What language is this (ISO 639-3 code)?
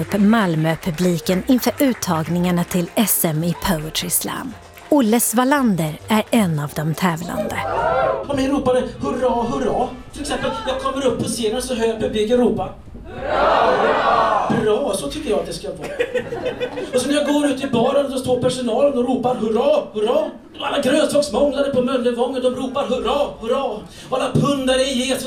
swe